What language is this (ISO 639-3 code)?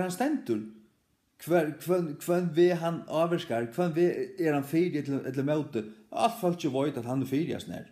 fao